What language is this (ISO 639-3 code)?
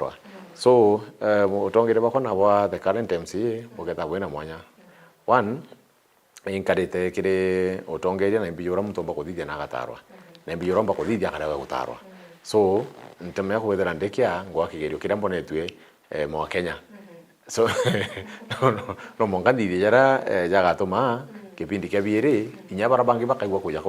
mer